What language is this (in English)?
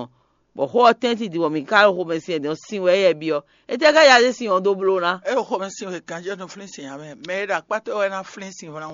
Fon